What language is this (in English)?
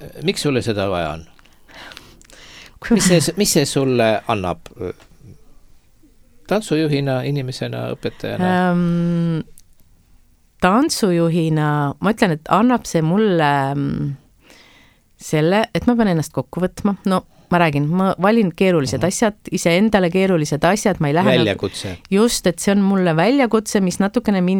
Estonian